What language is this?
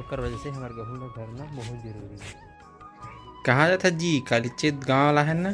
Chhattisgarhi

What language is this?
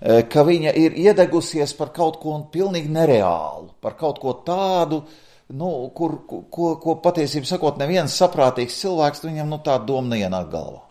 Latvian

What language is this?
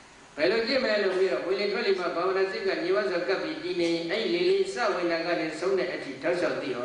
Burmese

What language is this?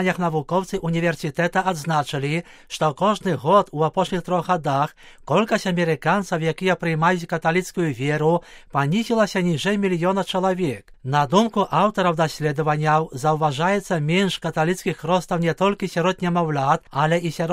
Belarusian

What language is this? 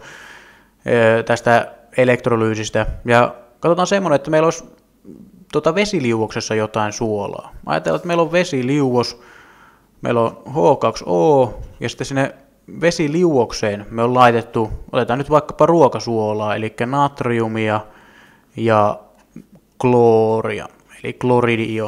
Finnish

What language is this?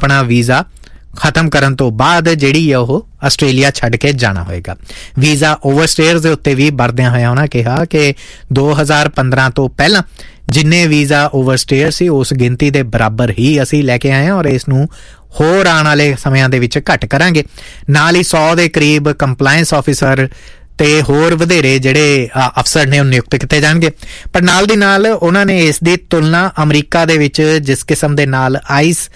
Punjabi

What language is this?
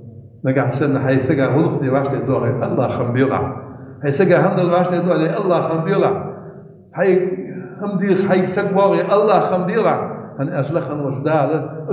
Ingush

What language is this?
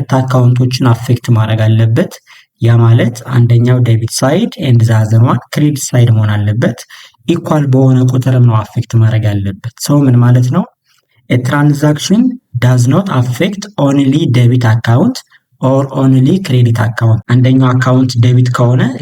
Amharic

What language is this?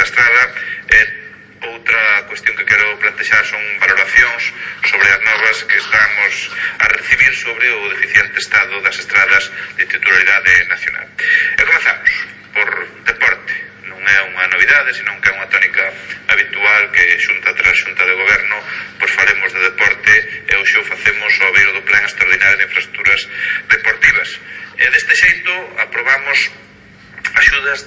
Galician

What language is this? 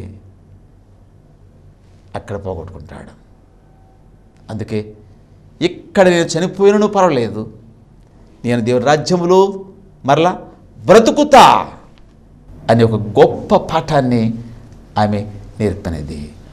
Telugu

